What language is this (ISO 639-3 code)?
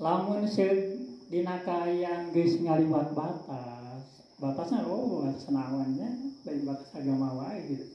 sun